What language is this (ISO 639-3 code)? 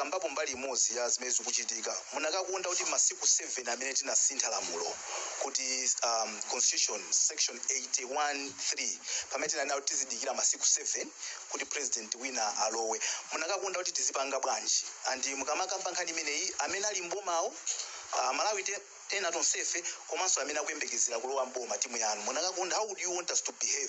nya